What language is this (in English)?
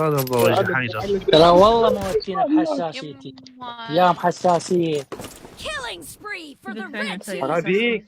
Mesopotamian Arabic